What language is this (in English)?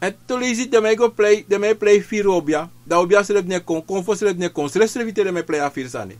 Sranan Tongo